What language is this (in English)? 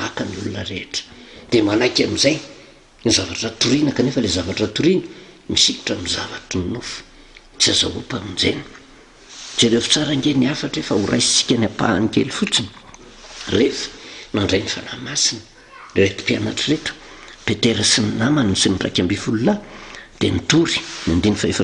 Malagasy